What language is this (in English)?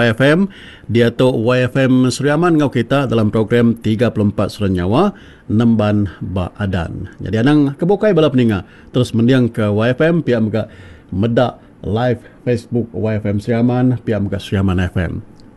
Iban